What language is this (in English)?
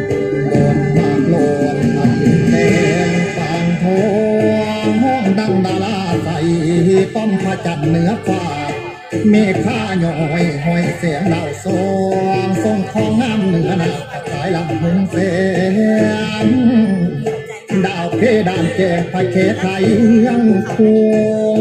Thai